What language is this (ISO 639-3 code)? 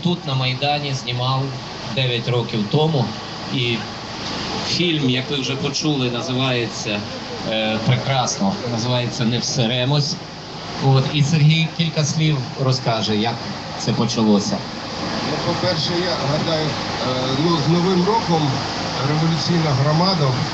ukr